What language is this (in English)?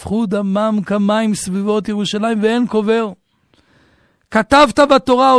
Hebrew